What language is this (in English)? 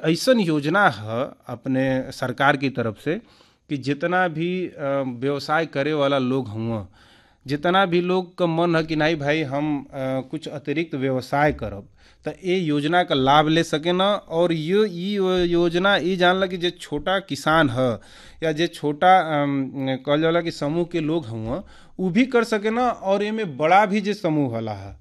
Bhojpuri